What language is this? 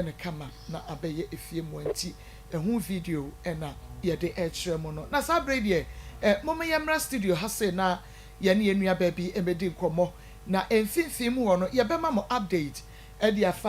Akan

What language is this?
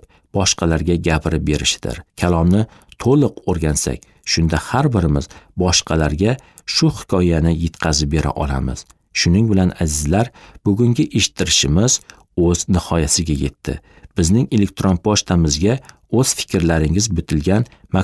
Uzbek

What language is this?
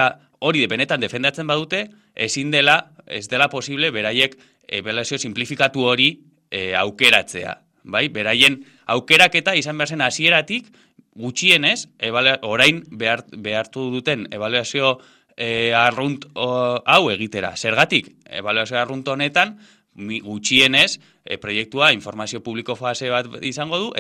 Basque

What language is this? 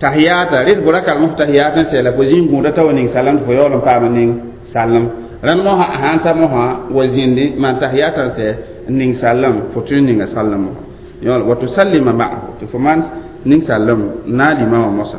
Mossi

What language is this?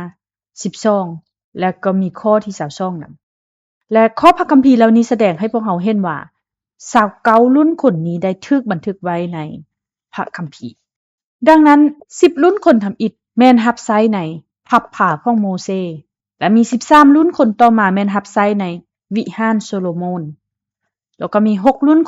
Lao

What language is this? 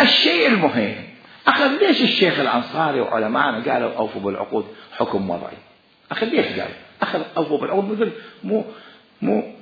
Mesopotamian Arabic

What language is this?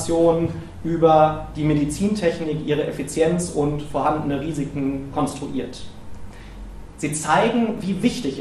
German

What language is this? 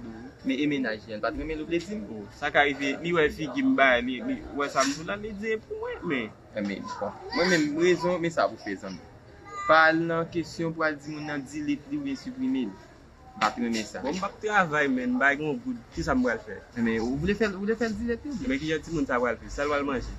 Haitian Creole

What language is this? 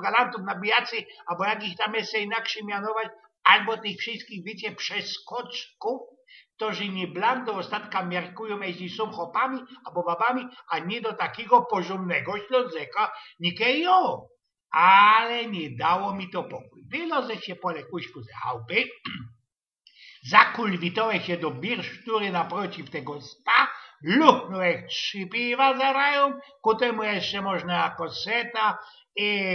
Silesian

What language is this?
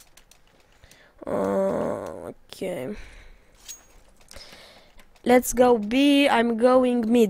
Romanian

